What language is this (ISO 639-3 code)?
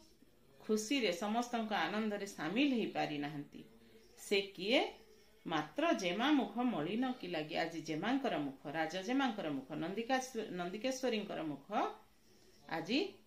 ori